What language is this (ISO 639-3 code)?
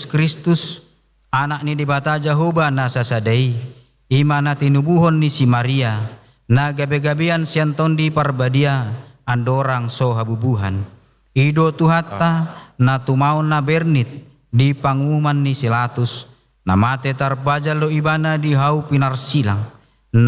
bbc